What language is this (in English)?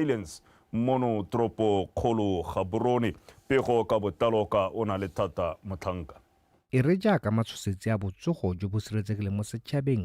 Tswana